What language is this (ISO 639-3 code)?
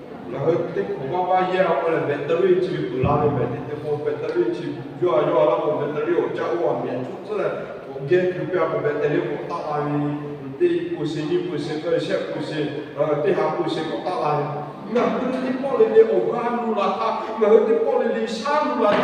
lhu